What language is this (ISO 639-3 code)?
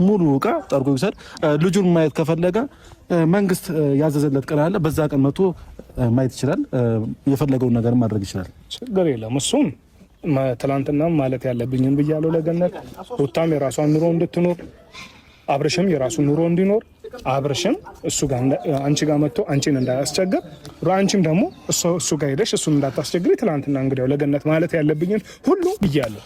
amh